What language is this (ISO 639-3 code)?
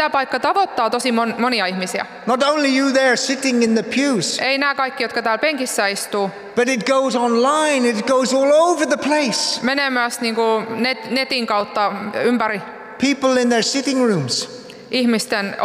fin